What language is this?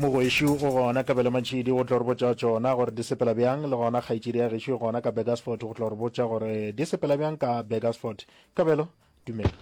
Northern Sotho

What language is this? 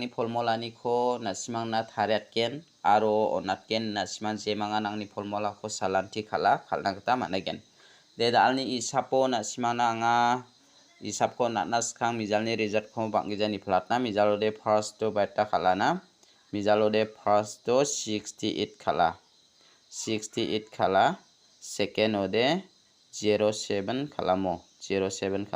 Garo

